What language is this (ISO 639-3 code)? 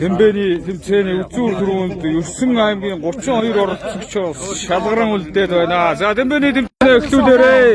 mon